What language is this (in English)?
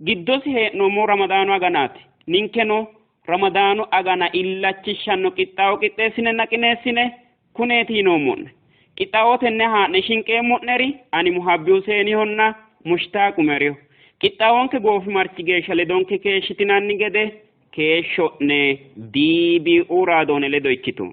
Sidamo